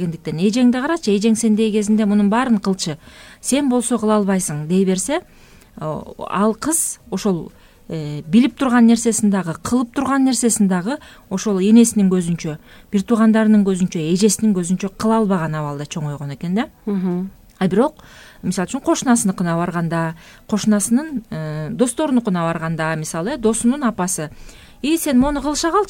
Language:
Kyrgyz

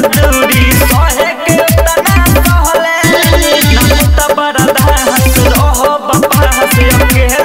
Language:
Bhojpuri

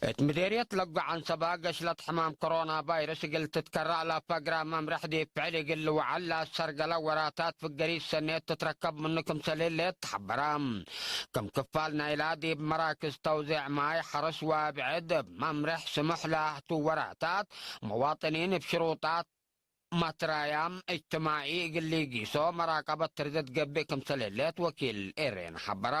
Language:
Tigre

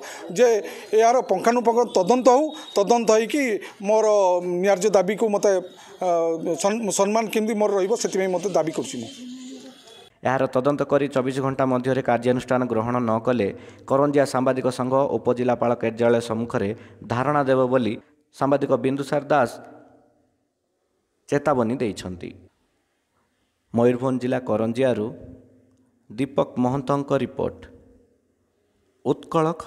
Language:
Odia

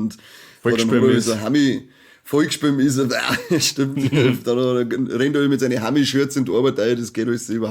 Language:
Bavarian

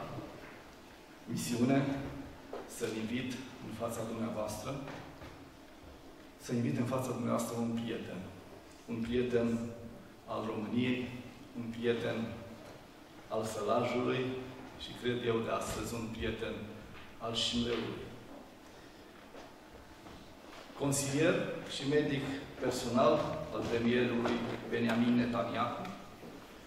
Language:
Romanian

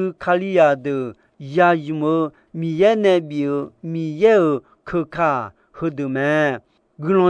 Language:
Akha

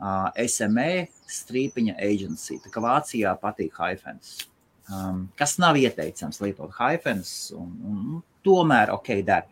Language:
Latvian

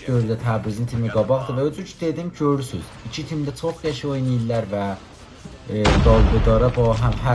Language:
South Azerbaijani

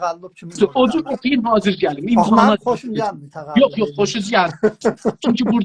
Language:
South Azerbaijani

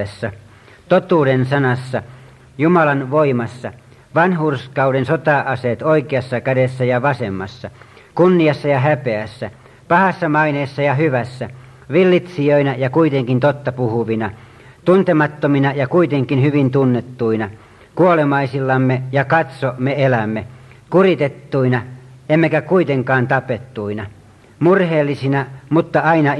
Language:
Finnish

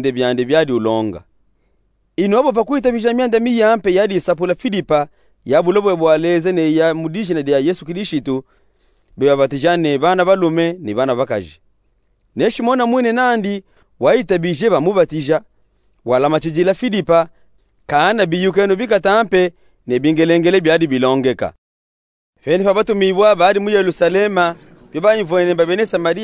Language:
Luba-Katanga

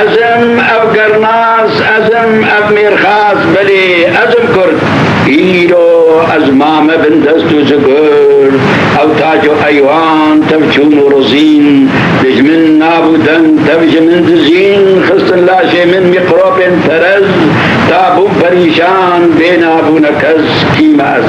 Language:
Kurdish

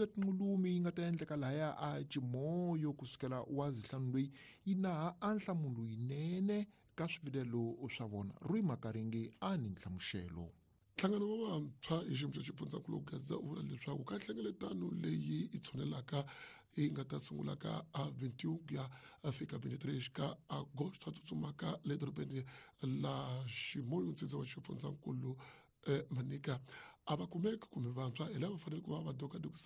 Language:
Tsonga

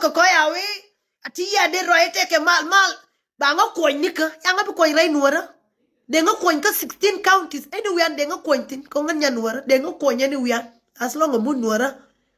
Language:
Nuer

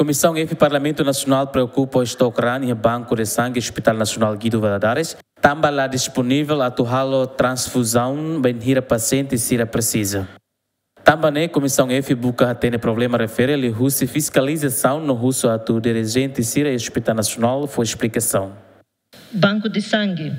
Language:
Tetum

